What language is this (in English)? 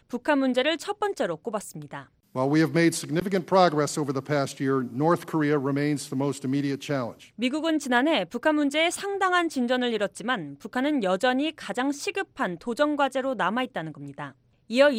Korean